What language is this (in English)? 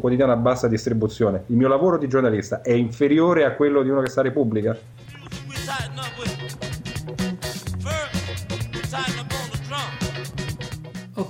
Italian